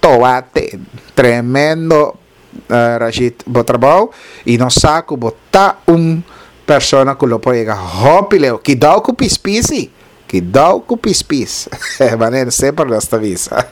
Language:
Papiamento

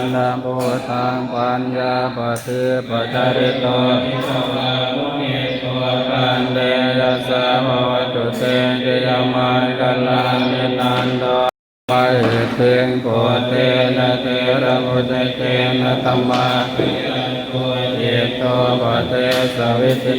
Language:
Pali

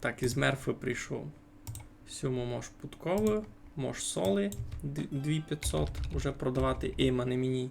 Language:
Rusyn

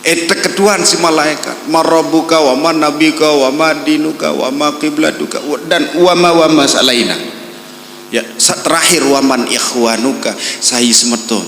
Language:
Sasak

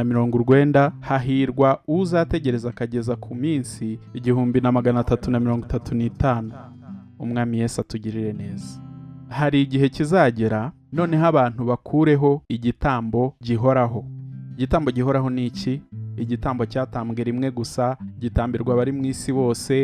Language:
Kinyarwanda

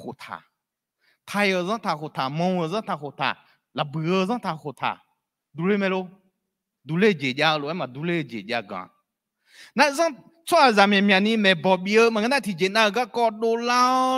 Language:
Akha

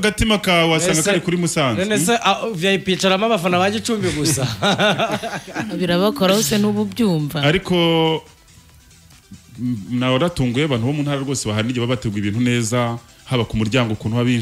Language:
Kinyarwanda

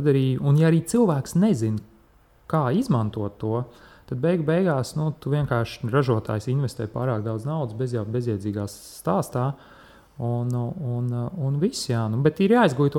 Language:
Latvian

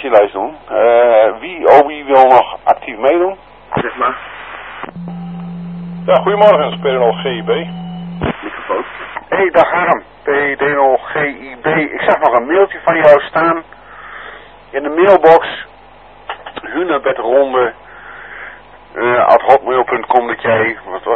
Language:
Dutch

